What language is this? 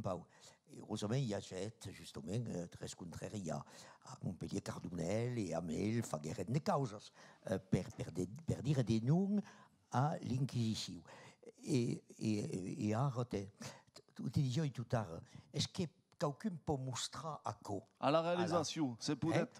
Occitan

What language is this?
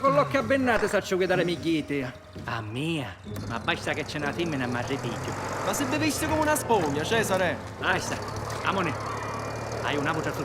Sicilian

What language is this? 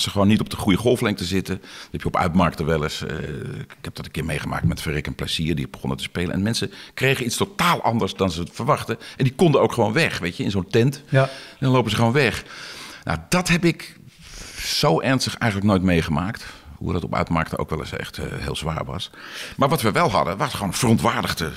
Dutch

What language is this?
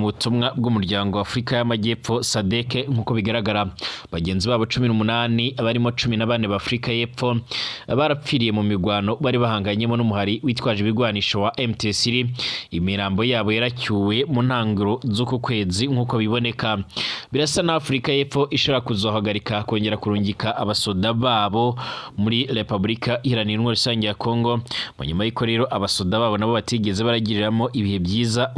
Rundi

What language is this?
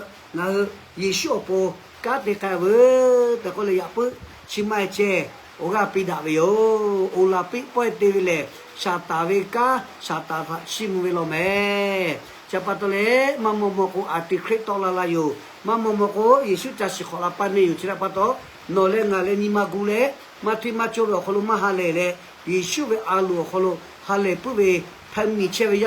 Lahu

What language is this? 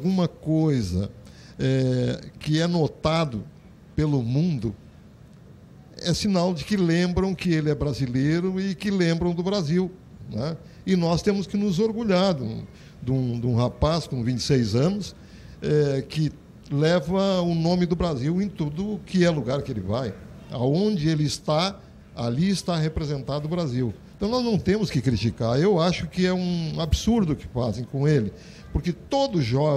Portuguese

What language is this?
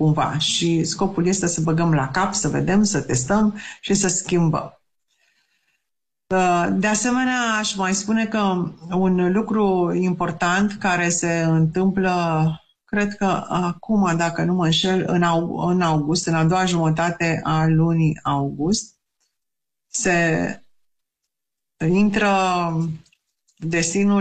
Romanian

